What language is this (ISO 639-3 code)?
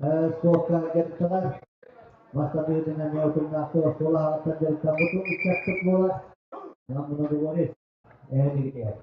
sah